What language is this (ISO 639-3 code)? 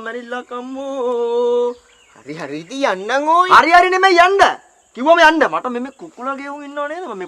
sin